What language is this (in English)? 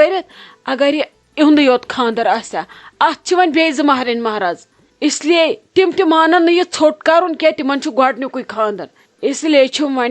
Kashmiri